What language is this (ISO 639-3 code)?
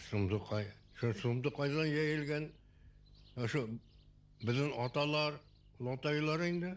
bak